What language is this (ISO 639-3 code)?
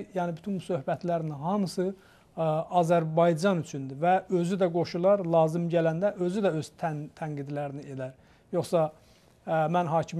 aze